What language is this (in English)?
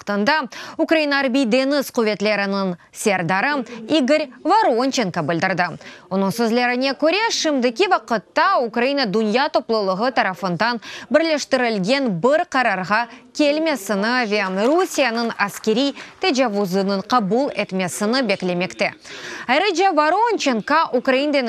Crimean Tatar